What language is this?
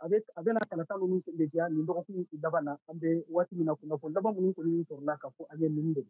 Bambara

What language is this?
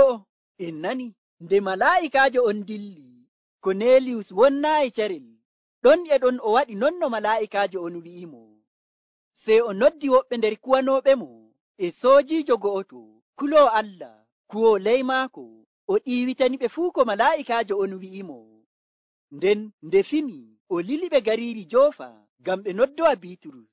Nigerian Fulfulde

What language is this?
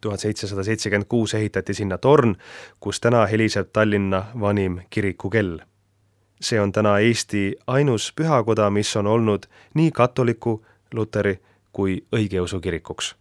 Estonian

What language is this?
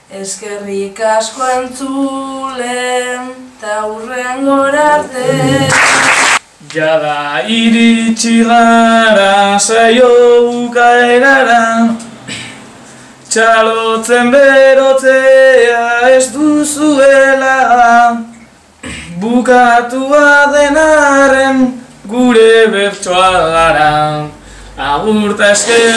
Basque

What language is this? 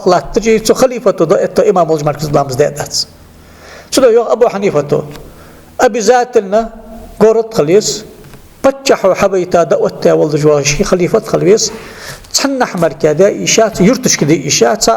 Ingush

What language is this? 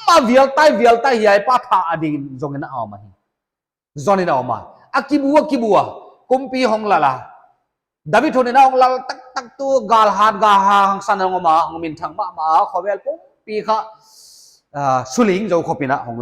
Paite Chin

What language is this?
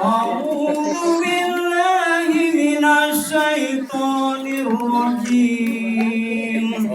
Betawi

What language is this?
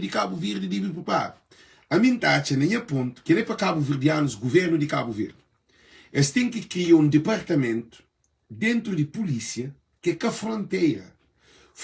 Kabuverdianu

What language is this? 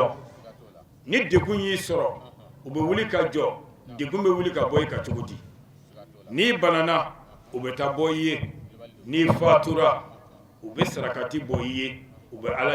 Bambara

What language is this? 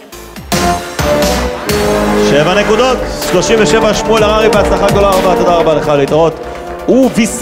Hebrew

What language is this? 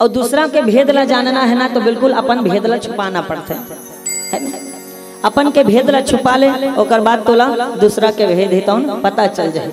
Chhattisgarhi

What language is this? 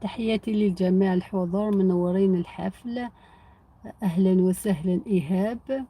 Algerian Arabic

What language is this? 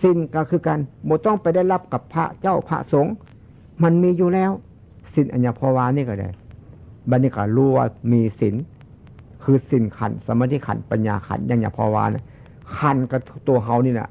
Northeastern Thai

